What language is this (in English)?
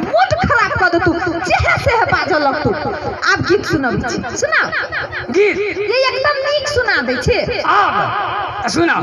Maithili